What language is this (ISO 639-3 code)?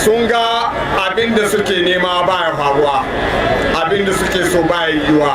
hau